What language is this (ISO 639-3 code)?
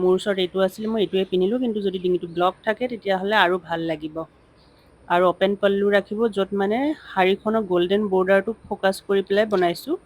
asm